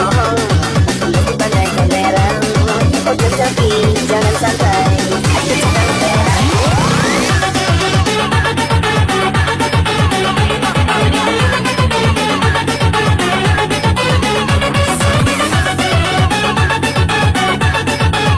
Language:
Malay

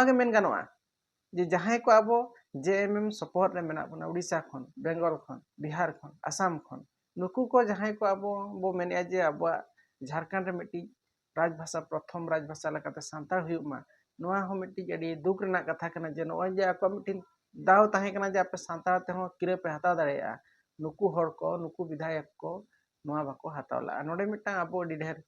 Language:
Santali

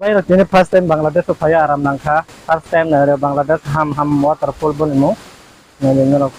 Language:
Kok Borok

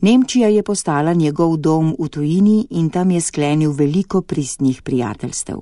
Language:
Slovenian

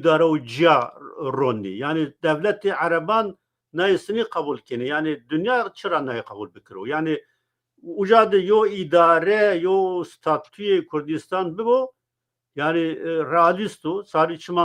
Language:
Zaza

